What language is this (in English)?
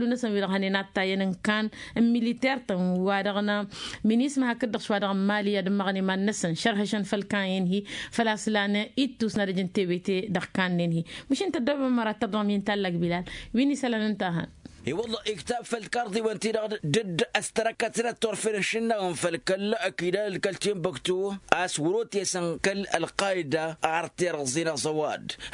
Tamasheq